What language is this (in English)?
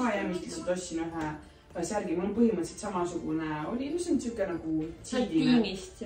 Estonian